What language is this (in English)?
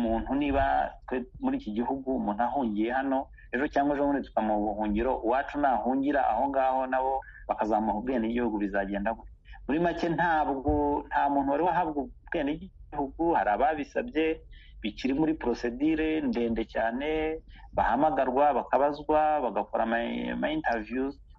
Kinyarwanda